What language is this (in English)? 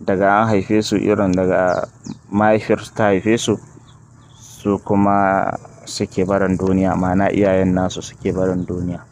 Hausa